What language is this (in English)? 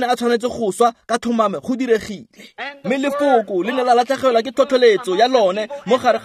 Tswana